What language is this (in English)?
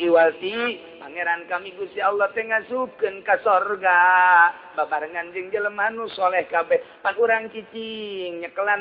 Sundanese